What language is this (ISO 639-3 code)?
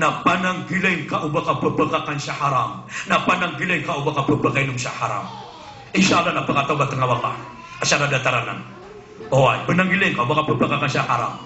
mrw